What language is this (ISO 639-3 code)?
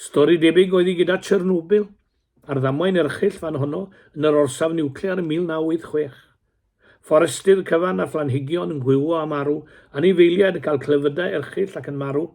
cym